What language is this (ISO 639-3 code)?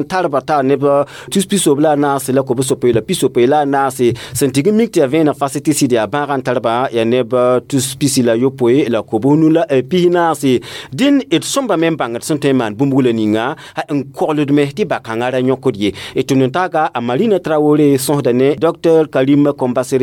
mos